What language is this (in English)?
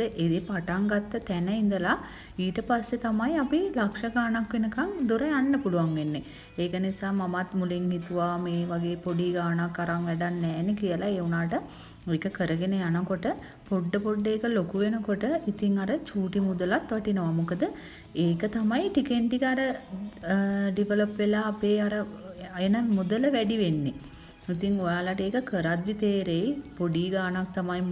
Sinhala